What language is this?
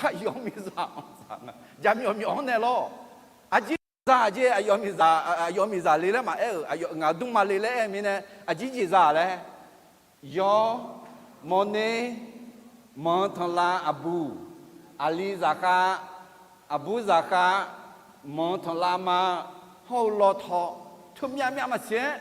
Akha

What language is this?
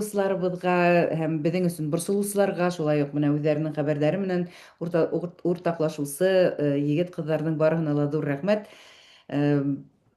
Bashkir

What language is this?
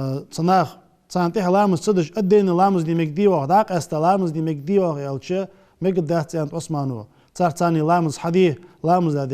Ingush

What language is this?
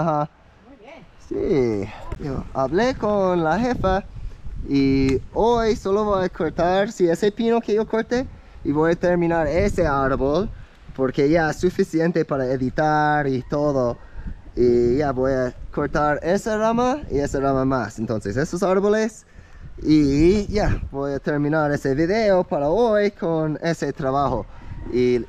Spanish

